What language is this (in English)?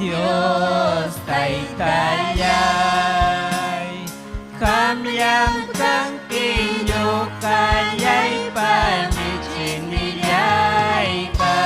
Ayacucho Quechua